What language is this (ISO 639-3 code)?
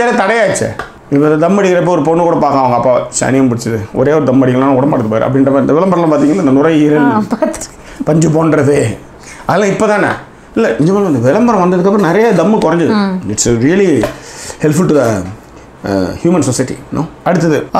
tam